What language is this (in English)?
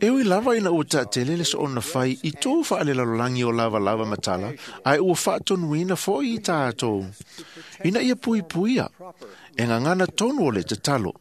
Samoan